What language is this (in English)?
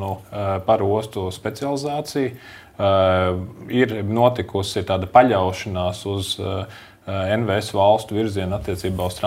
Latvian